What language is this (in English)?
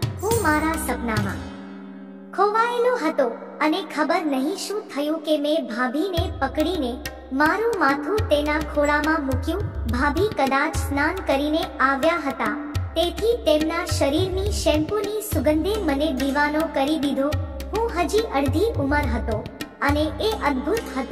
Gujarati